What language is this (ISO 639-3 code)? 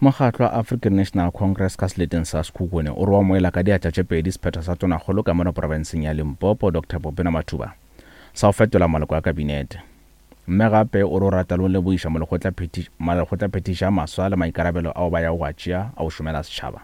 nso